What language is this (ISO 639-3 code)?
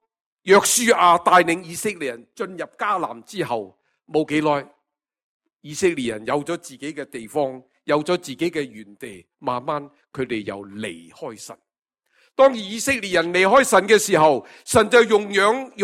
yue